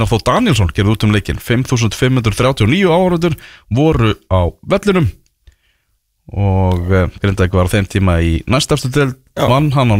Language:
Icelandic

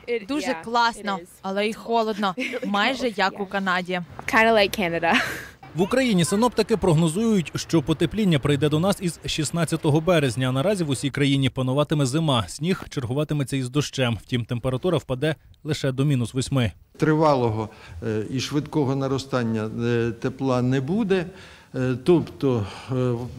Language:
Ukrainian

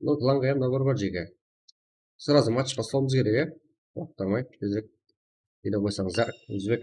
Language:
Kara-Kalpak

